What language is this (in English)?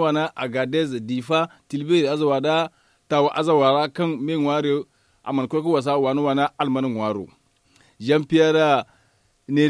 Zarma